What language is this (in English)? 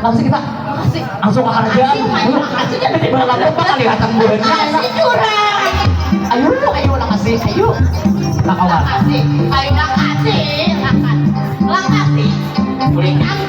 Banjar